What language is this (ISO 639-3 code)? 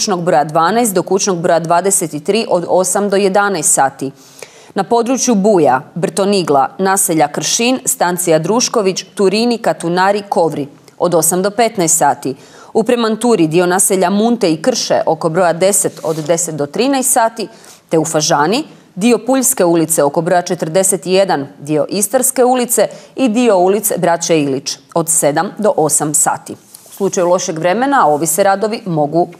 hrv